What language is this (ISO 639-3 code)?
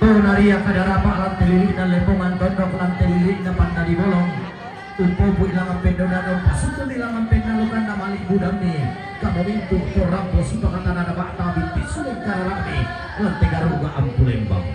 sda